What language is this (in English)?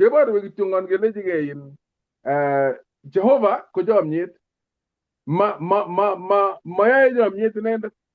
Kalenjin